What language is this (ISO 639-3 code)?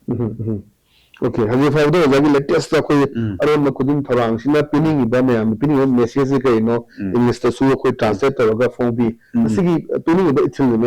mni